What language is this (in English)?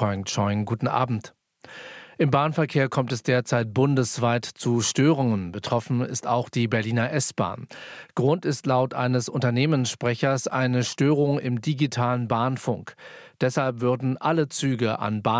German